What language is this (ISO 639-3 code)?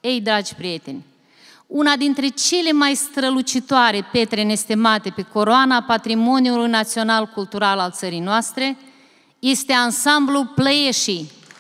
ron